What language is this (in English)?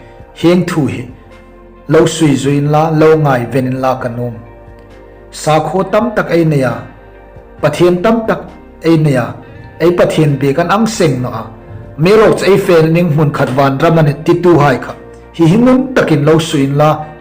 Hmar